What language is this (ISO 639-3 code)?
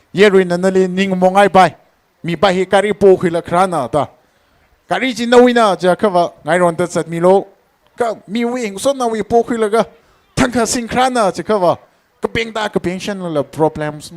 nmf